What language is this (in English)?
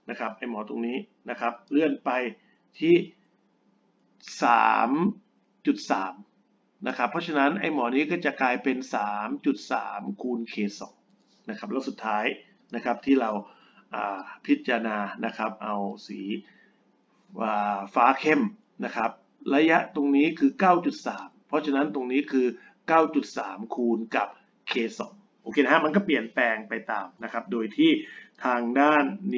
Thai